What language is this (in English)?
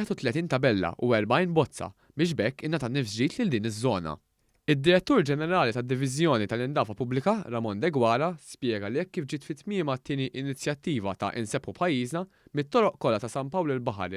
Maltese